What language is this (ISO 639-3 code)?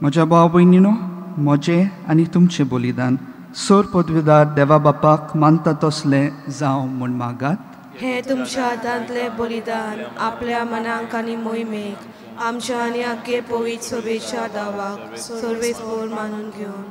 kok